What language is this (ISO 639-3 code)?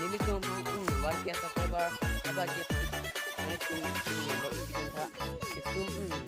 mjw